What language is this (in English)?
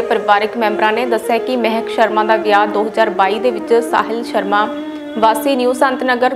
Punjabi